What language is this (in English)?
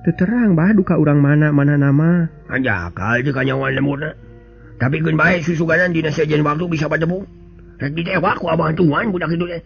Sundanese